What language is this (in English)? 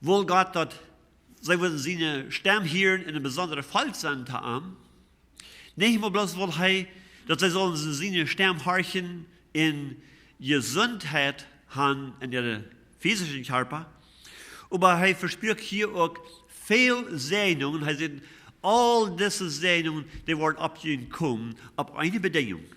Plautdietsch